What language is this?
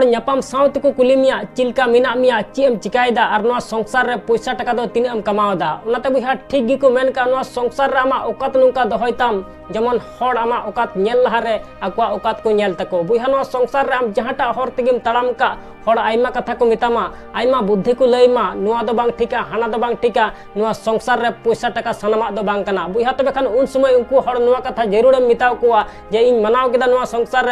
Santali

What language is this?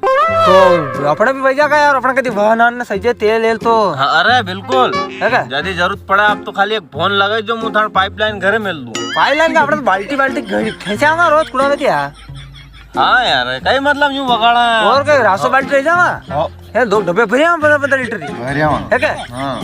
Rajasthani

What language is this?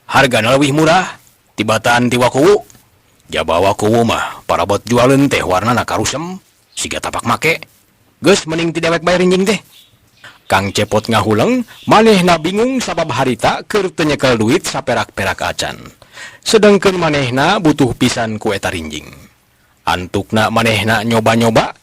Sundanese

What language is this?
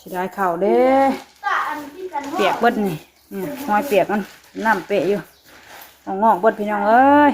Northeastern Thai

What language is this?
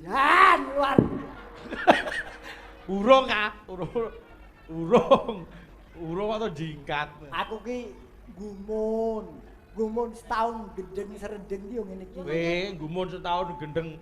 Javanese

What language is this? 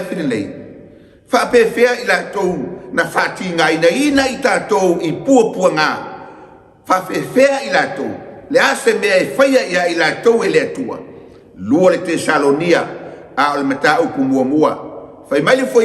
Samoan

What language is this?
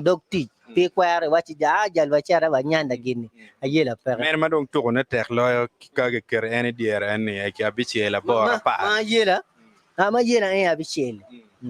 Acoli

